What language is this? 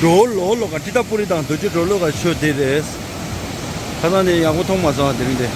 Tibetan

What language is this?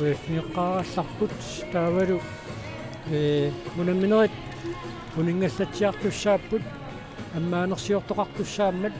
Kalaallisut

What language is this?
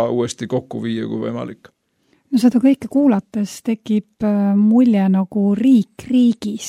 Estonian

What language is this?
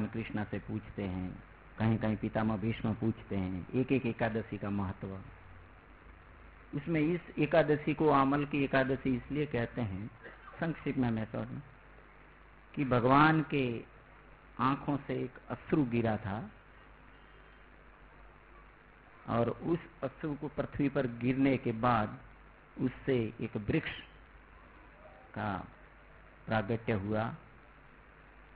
Hindi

